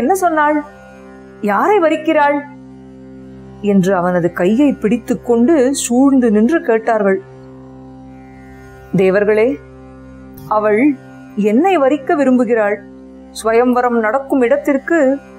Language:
Tamil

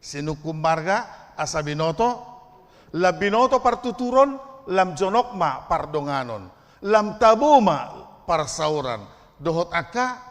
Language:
Batak Toba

